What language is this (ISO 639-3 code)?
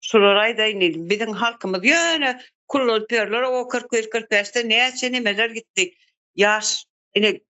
tuk